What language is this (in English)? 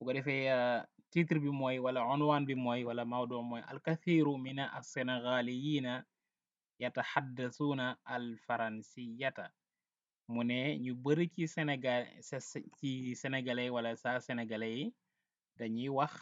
Wolof